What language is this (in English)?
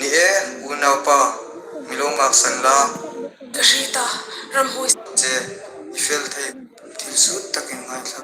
Hmar